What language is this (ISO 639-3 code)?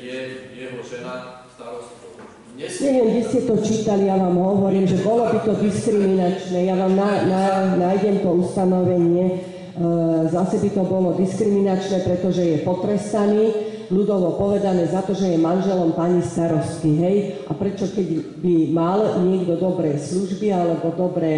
slk